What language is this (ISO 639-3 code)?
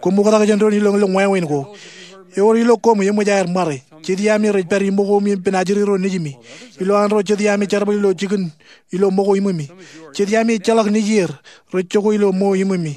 mah